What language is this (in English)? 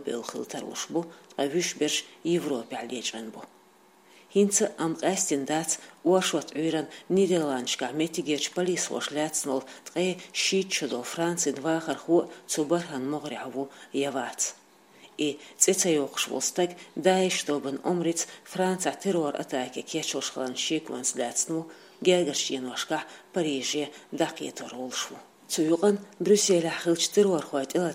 Chechen